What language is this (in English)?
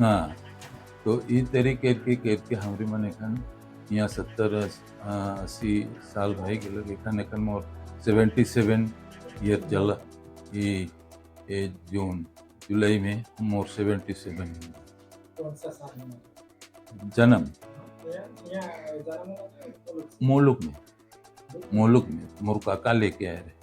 Sadri